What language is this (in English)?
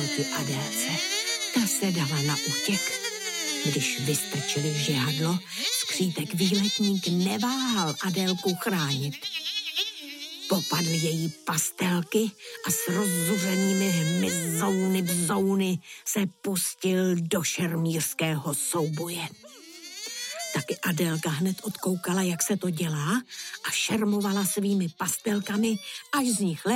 Czech